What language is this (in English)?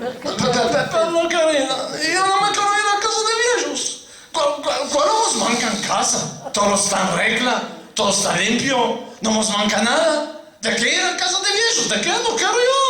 Ladino